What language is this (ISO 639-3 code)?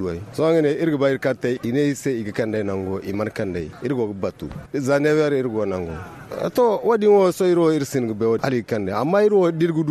dje